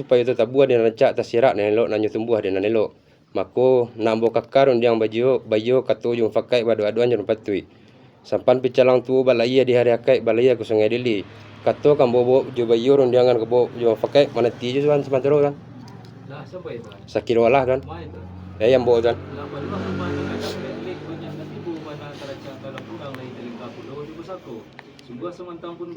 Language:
Minangkabau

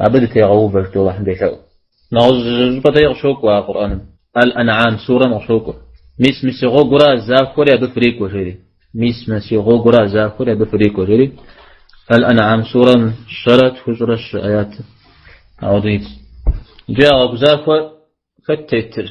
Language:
Kabardian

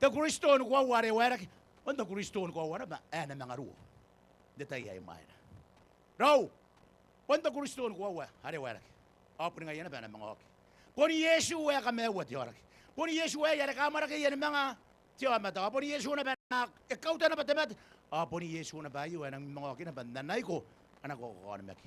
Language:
Gilbertese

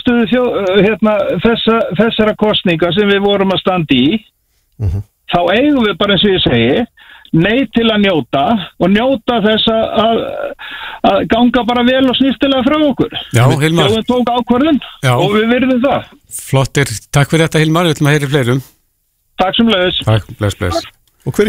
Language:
Icelandic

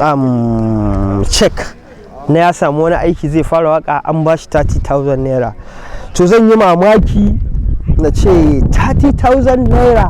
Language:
Hausa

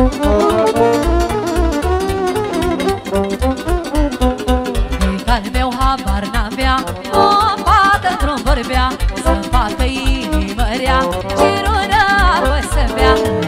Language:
Romanian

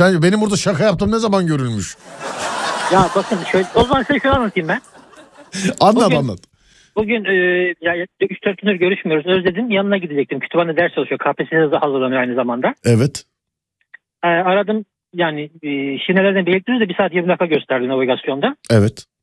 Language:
Turkish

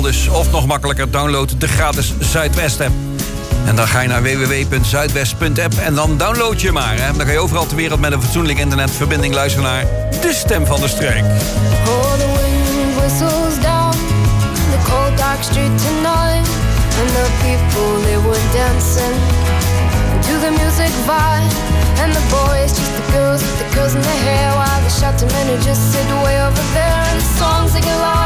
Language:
Dutch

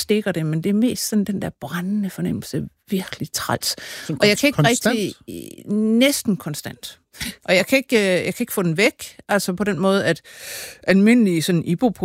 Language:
Danish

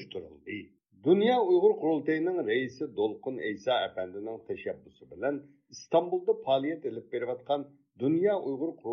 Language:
Uyghur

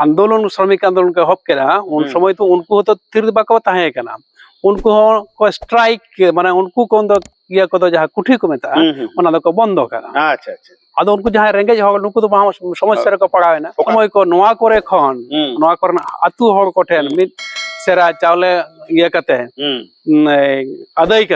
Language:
Santali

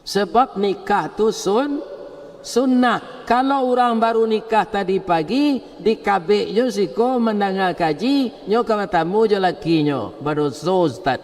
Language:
Minangkabau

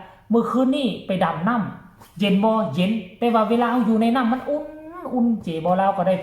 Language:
Lao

